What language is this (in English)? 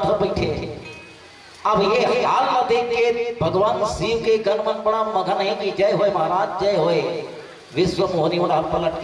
Chhattisgarhi